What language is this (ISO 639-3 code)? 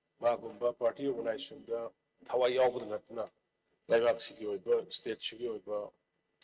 mni